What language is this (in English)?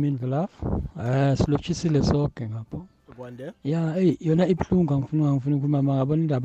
South Ndebele